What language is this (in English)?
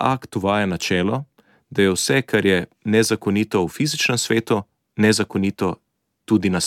Slovenian